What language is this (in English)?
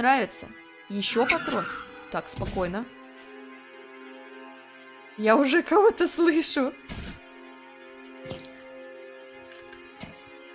Russian